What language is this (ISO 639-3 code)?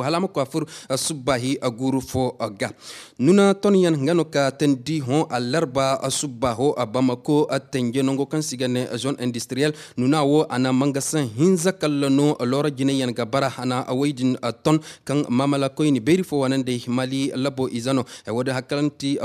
dje